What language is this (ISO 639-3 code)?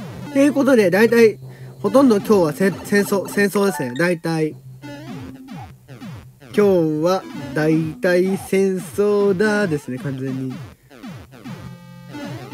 jpn